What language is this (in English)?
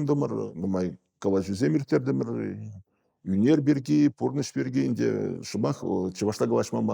Chuvash